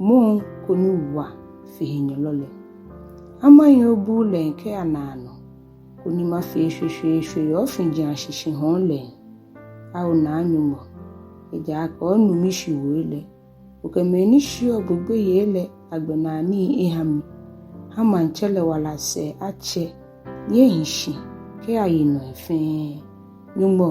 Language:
Ga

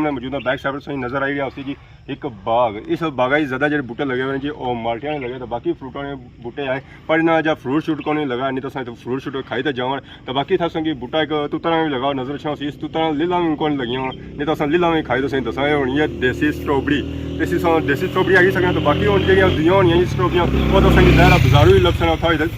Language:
Pahari-Potwari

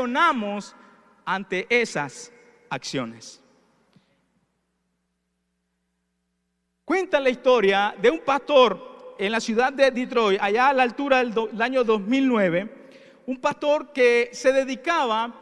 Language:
Spanish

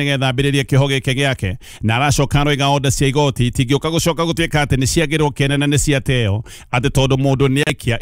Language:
Kikuyu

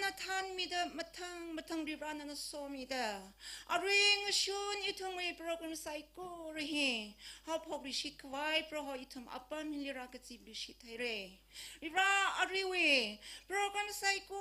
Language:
Tangkhul Naga (India)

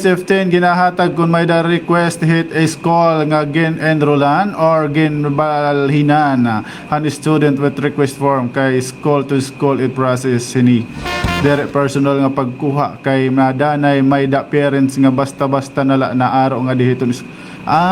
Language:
Waray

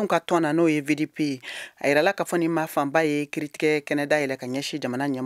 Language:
Bambara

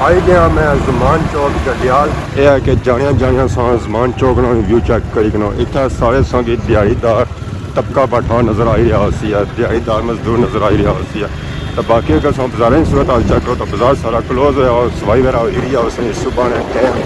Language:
Pahari-Potwari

